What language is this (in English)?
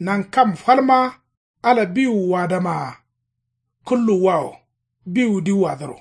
Kanuri